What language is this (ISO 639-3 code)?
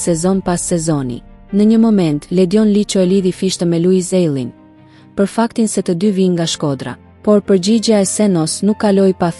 sqi